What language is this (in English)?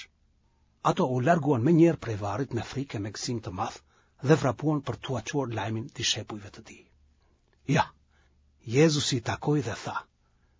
Albanian